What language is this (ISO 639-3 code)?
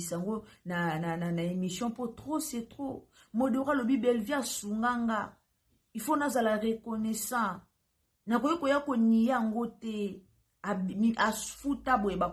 lin